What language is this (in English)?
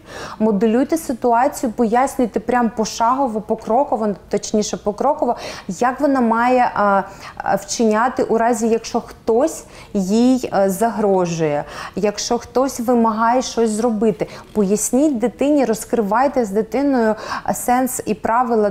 Ukrainian